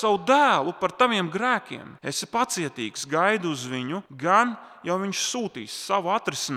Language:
Latvian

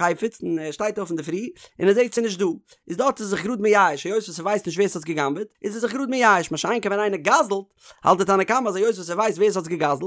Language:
Yiddish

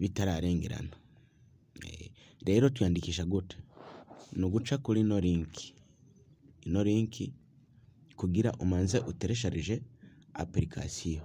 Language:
Rundi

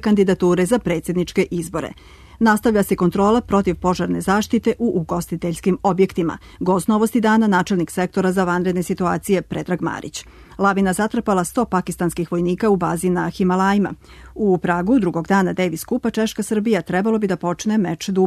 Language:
Serbian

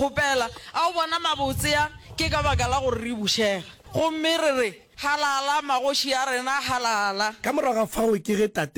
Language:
Northern Sotho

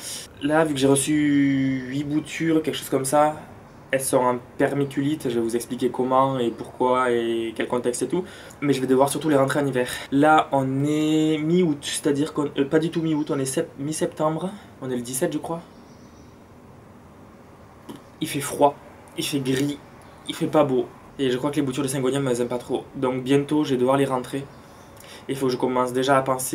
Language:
French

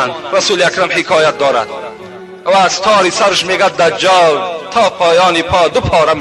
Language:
Tajik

